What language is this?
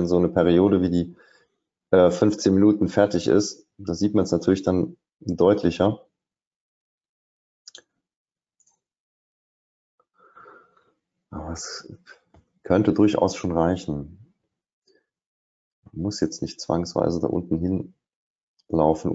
German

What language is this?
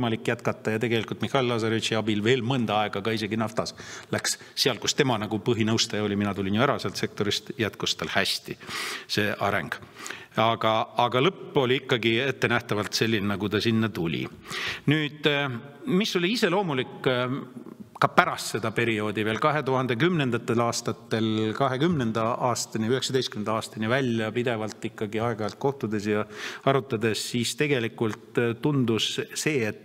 Estonian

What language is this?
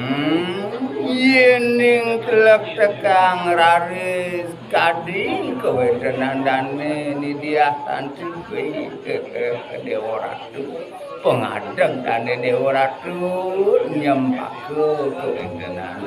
Balinese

